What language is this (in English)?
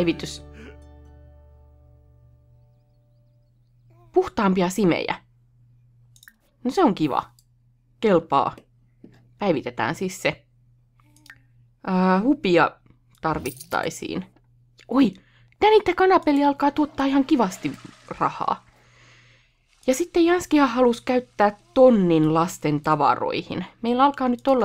Finnish